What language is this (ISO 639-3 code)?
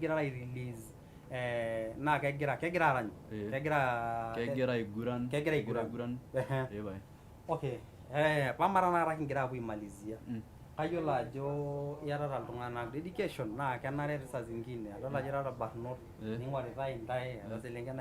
mas